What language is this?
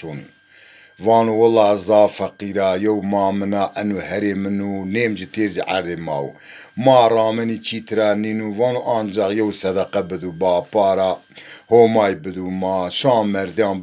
Zaza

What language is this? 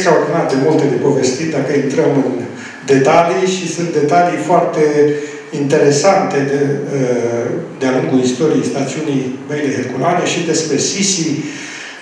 Romanian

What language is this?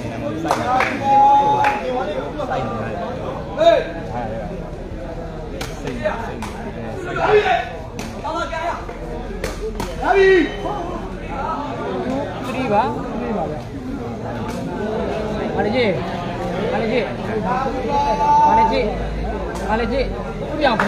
Burmese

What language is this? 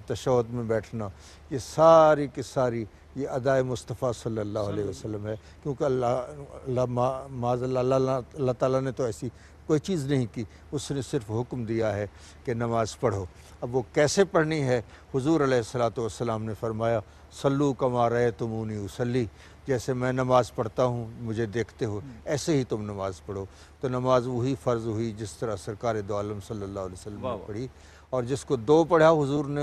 Urdu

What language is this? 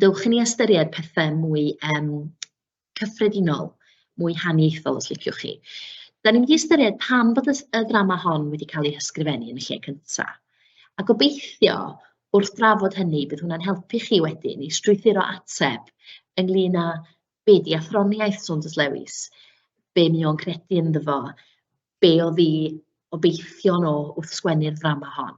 Welsh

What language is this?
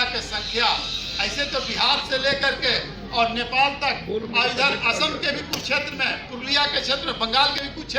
Magahi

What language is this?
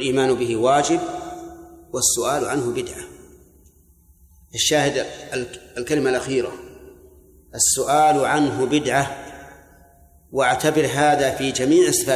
Arabic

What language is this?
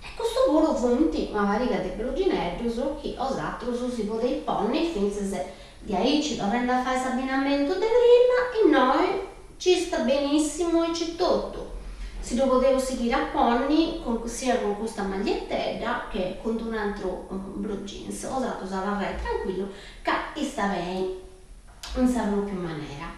Sardinian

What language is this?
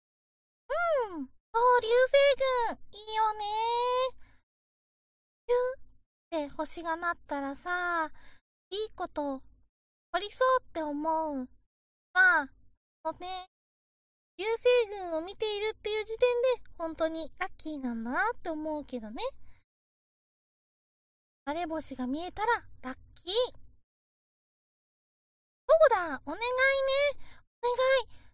Japanese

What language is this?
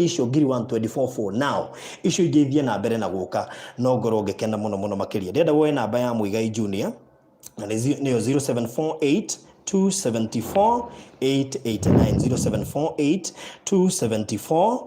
Kikuyu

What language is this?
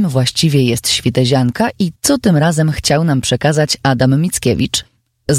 Polish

